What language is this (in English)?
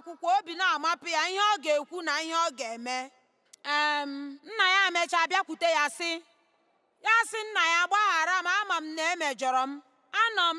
Igbo